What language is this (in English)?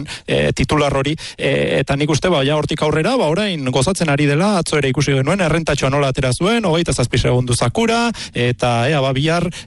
Basque